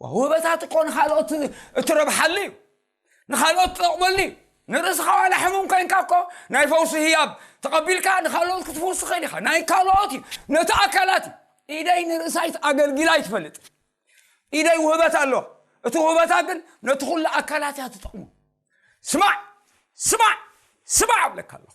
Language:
Tigrinya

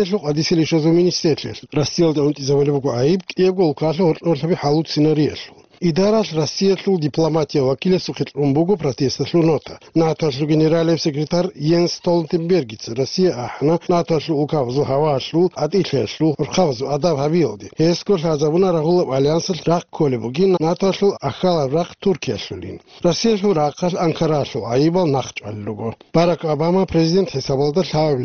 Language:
Avaric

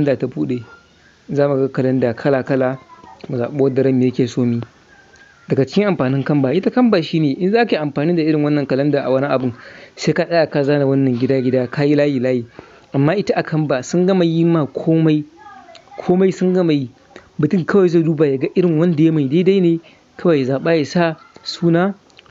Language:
Hausa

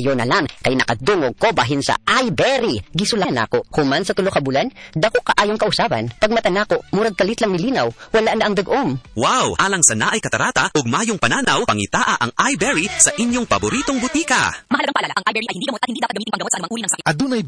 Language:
Cebuano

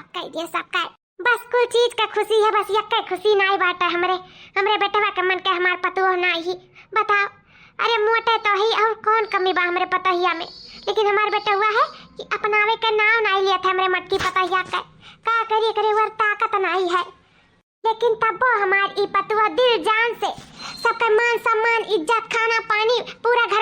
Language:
Awadhi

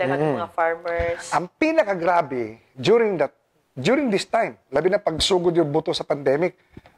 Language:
Cebuano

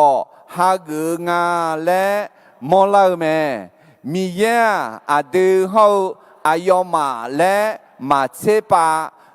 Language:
Akha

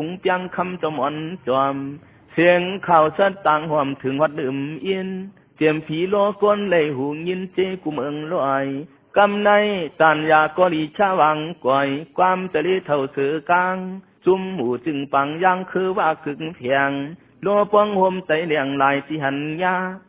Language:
Shan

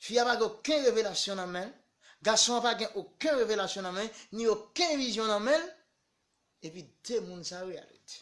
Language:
Haitian Creole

